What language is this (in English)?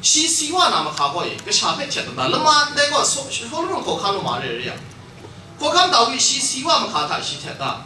Kachin